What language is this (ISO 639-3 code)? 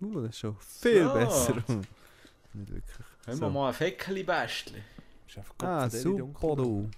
gsw